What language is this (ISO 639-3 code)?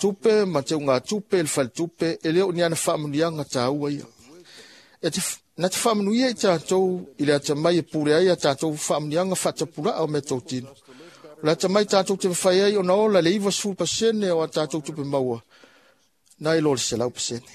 smo